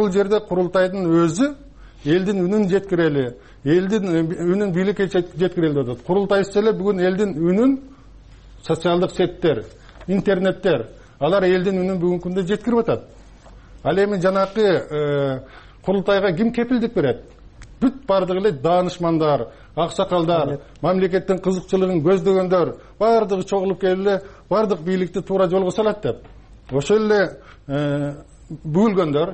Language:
Kyrgyz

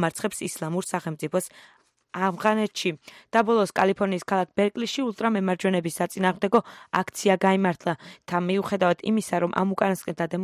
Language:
Georgian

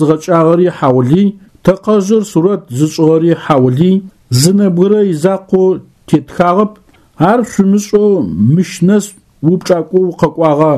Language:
Adyghe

